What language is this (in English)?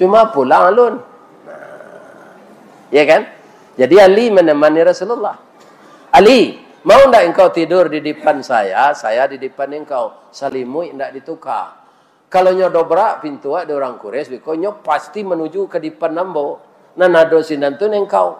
Minangkabau